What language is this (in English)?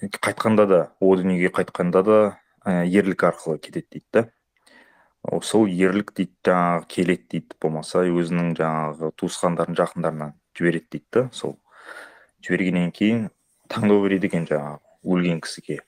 Kazakh